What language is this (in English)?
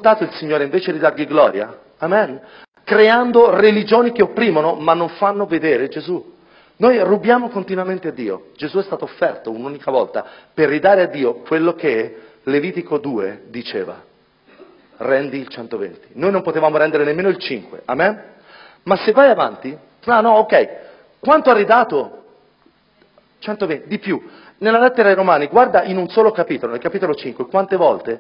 Italian